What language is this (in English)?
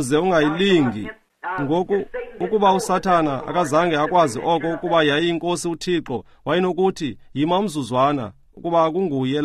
Xhosa